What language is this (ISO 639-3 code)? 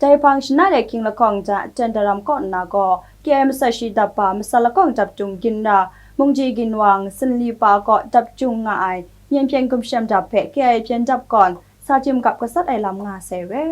kac